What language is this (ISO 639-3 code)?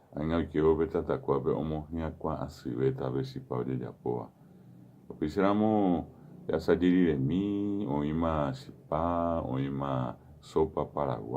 grn